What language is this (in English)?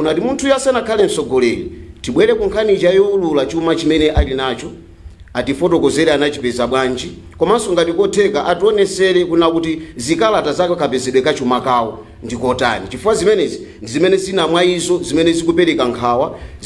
Nyanja